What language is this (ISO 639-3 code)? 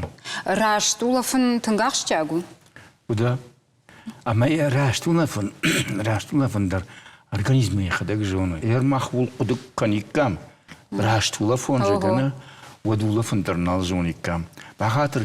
oss